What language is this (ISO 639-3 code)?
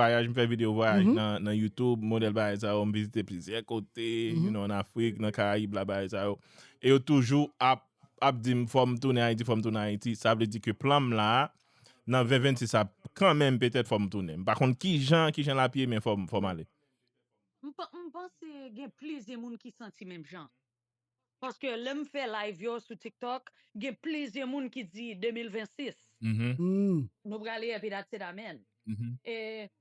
hat